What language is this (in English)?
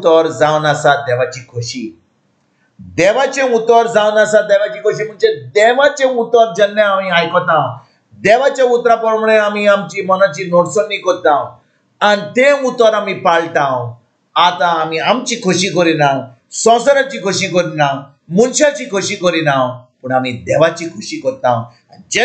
Konkani